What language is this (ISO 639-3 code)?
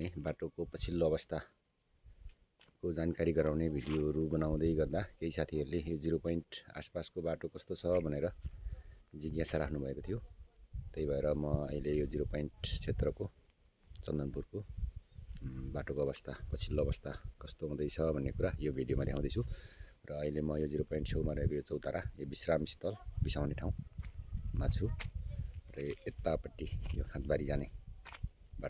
nep